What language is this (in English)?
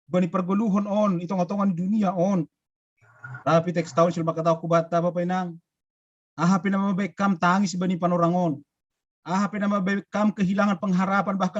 Batak Simalungun